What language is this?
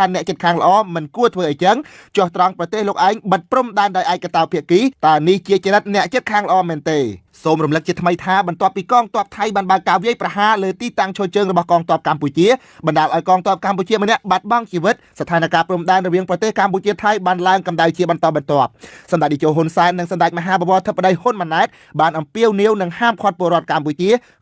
Khmer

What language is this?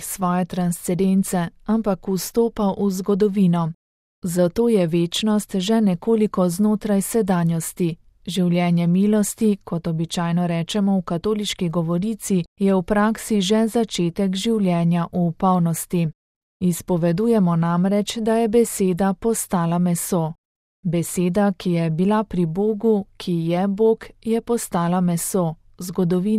Slovenian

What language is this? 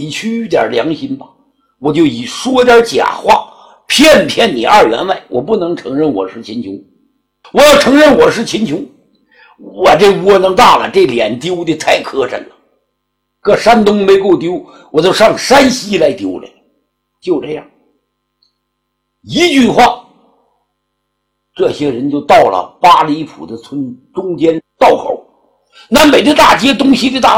Chinese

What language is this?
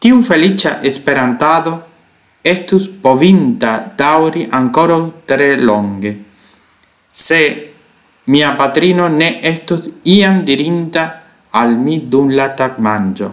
Esperanto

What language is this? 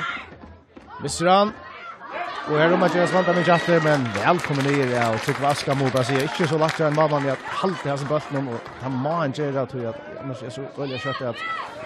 Faroese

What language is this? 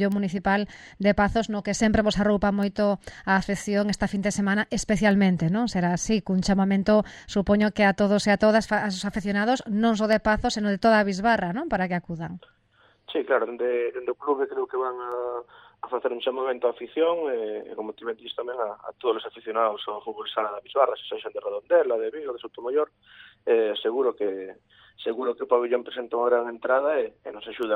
Galician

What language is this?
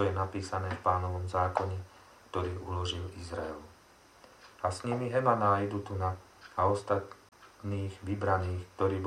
Slovak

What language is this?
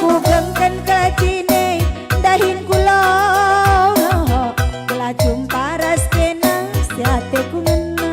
Batak Karo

